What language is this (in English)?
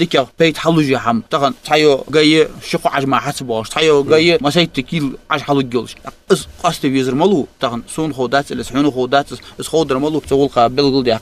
Ingush